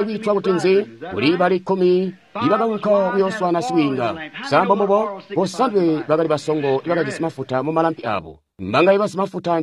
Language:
Tonga (Zambia)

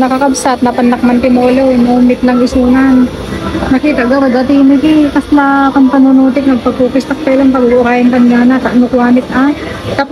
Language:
Iloko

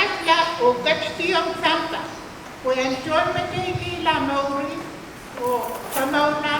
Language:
Pohnpeian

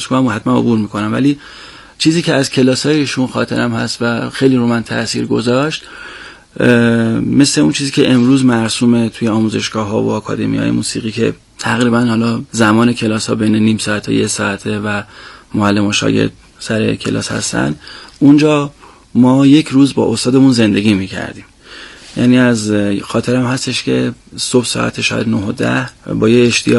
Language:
Persian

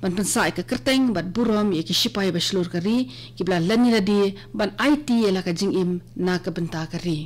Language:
Khasi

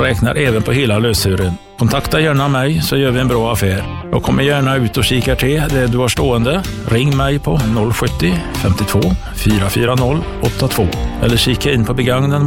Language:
Swedish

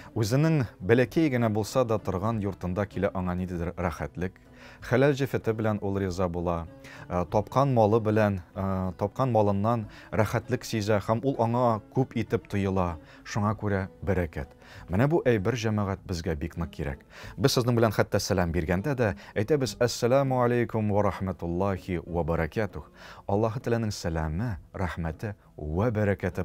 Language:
Tatar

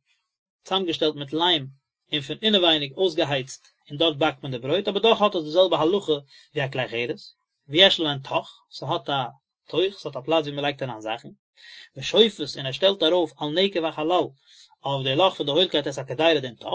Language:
Yiddish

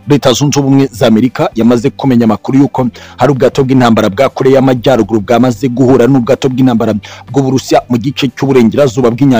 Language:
Kinyarwanda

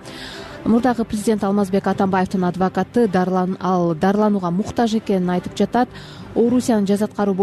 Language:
Kyrgyz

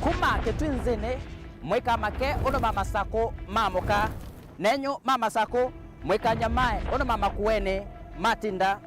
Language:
Kamba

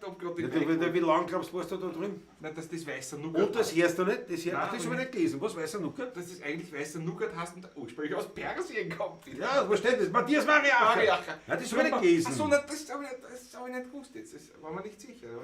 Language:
Bavarian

